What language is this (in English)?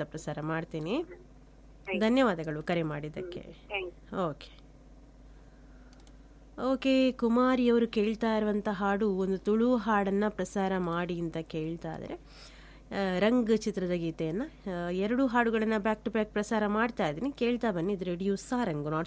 Kannada